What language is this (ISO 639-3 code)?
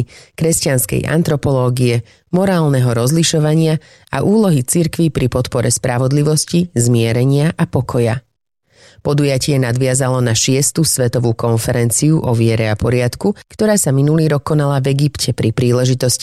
slk